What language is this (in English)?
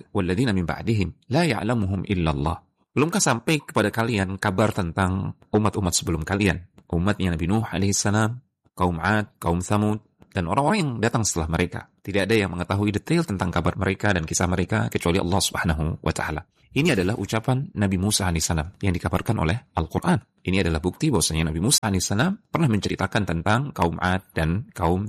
Indonesian